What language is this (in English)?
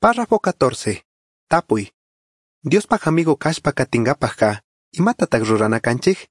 Chimborazo Highland Quichua